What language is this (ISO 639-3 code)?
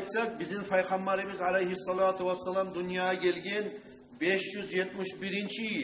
kum